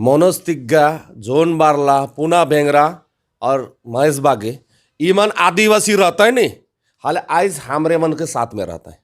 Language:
Sadri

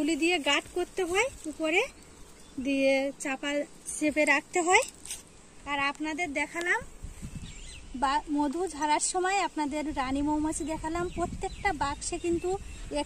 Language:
Bangla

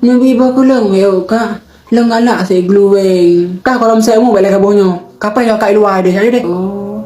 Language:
Achinese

